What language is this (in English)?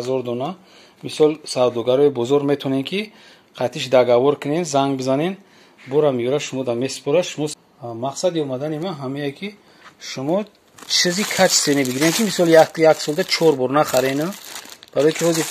Tajik